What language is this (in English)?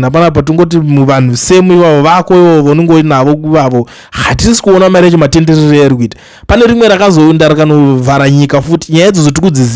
Shona